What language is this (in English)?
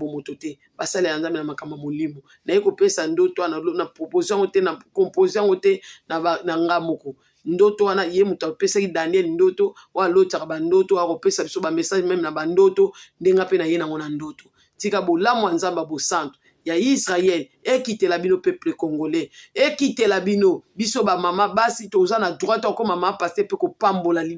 Lingala